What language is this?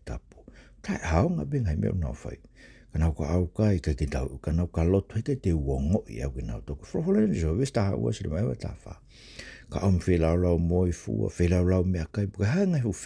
Tongan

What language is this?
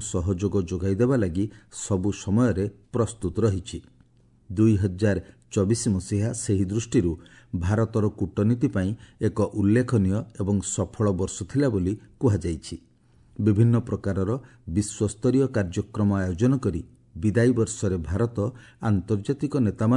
Odia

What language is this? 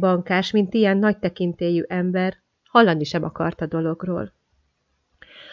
Hungarian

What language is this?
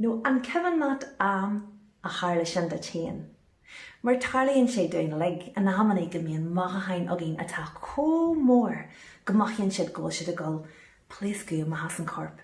Irish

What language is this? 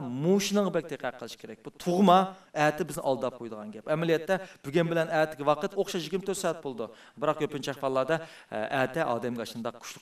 Uyghur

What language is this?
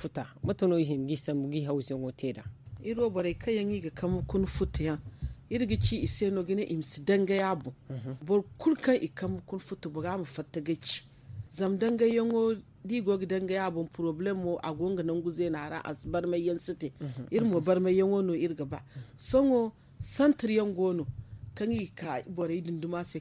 Zarma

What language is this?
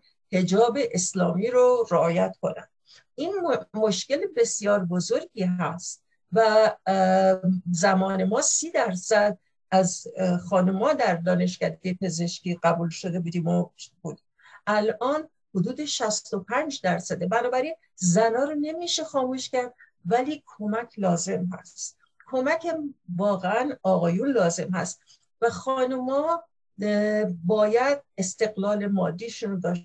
Persian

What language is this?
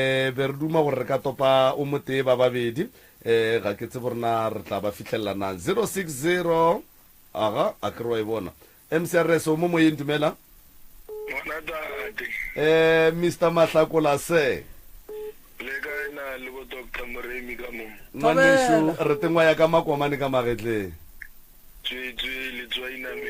Northern Sotho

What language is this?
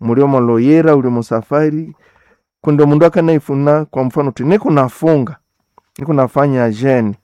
Nande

